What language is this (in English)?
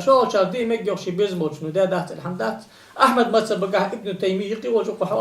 Ingush